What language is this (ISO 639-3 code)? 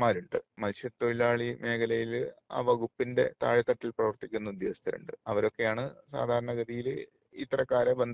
mal